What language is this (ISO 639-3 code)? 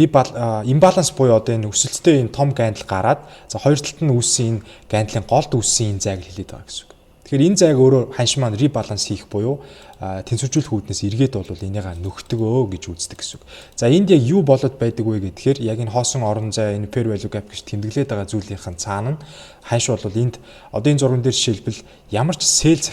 mon